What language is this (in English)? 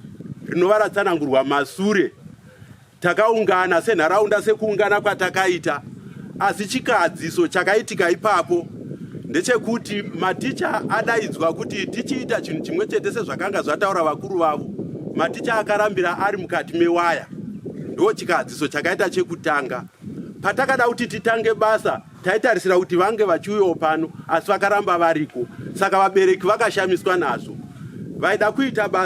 Shona